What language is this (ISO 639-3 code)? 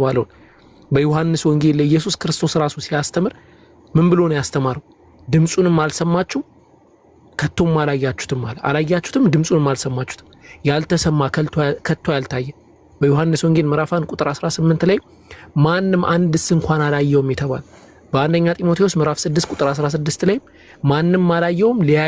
amh